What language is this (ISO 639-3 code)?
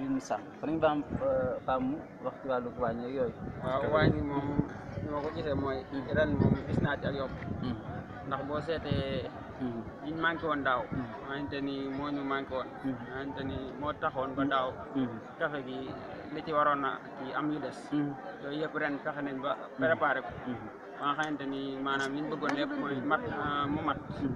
wol